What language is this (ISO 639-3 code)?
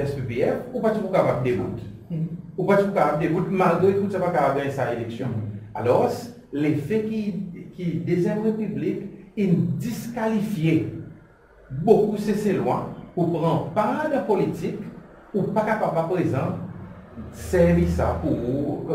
crs